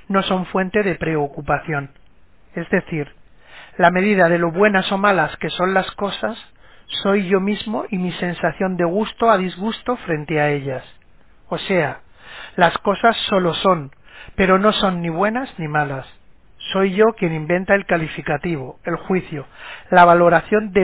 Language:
Spanish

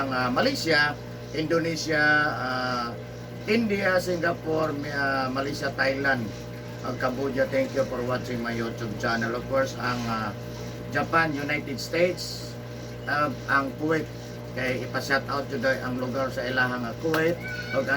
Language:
Cebuano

